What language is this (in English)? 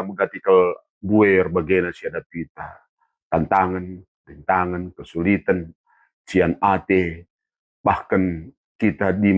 Batak Karo